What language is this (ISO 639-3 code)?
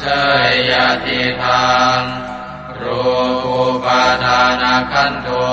pli